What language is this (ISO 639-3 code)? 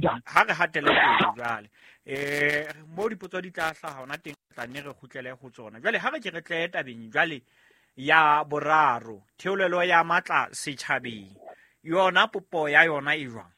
sot